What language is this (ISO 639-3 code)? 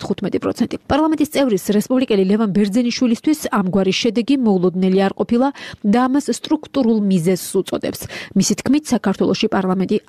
kat